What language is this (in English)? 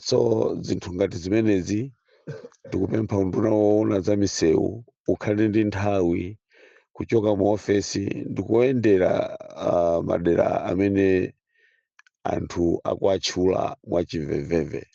Nyanja